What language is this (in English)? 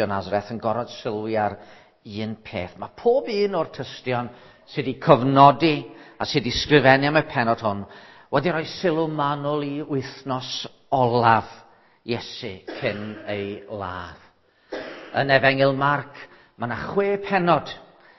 Welsh